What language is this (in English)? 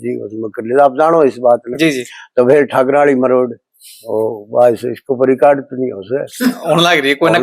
Haryanvi